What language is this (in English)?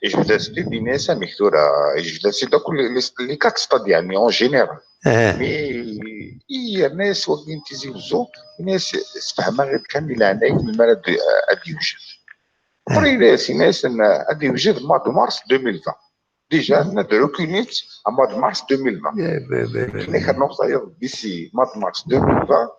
Kabyle